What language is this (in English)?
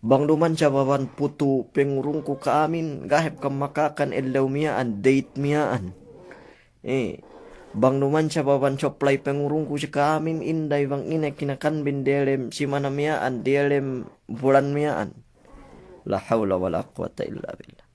Yakan